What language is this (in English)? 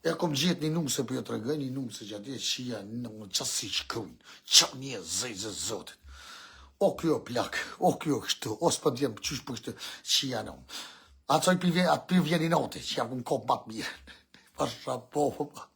Albanian